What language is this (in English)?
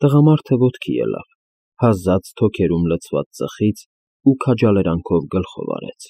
Armenian